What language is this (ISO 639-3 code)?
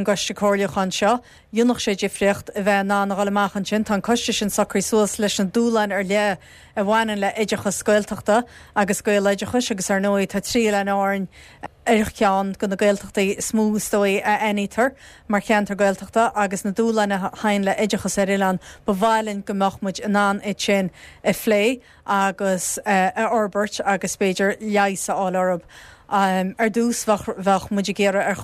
gle